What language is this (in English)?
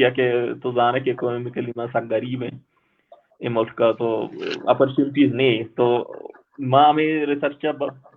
Baluchi